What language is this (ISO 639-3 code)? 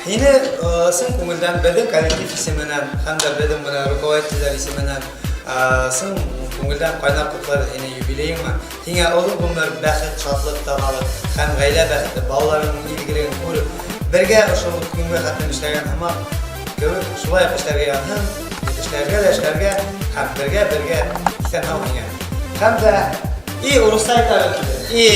bak